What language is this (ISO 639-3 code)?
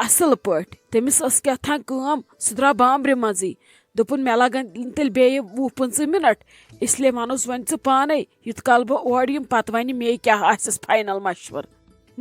kas